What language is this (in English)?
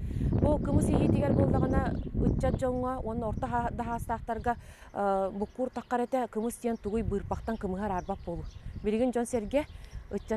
Yakut